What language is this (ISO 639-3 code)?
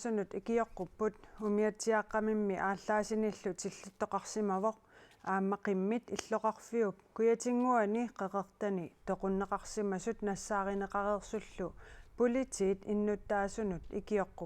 kal